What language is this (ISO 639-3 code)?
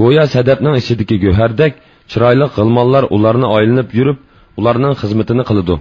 uig